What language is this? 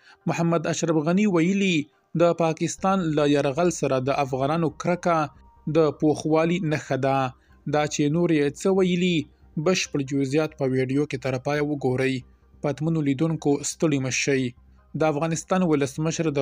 Pashto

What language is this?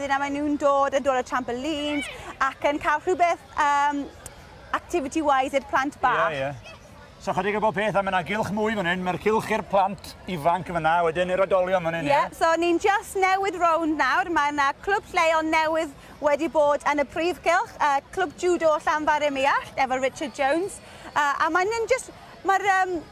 Welsh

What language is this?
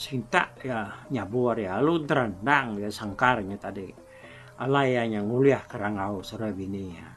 Iban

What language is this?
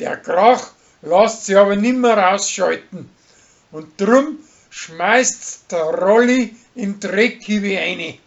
Bavarian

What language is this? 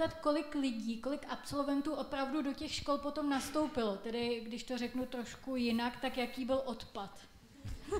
Czech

